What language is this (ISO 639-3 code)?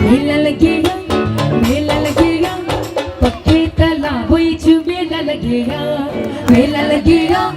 doi